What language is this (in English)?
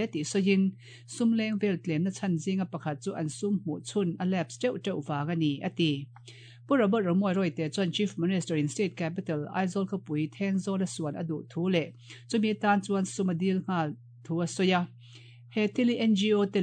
Mizo